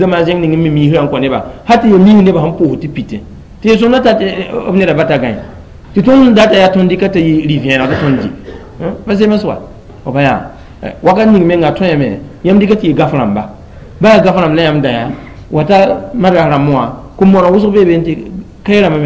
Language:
Mossi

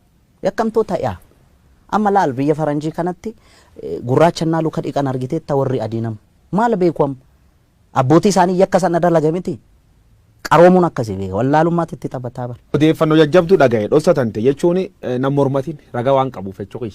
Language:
Oromo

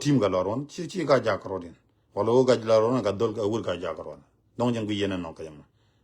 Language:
Nuer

